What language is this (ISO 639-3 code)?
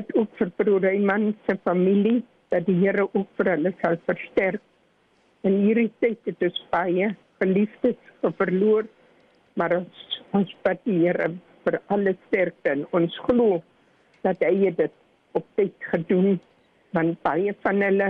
afr